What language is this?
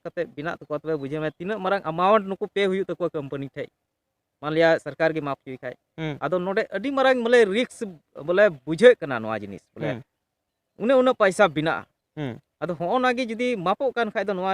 Santali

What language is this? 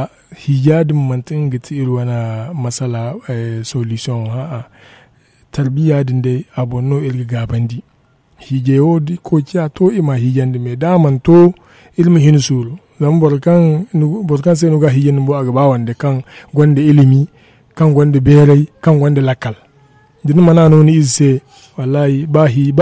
Zarma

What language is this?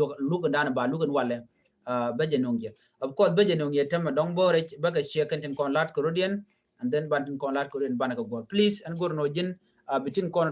Nuer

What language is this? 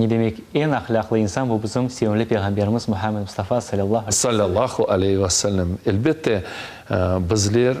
Crimean Tatar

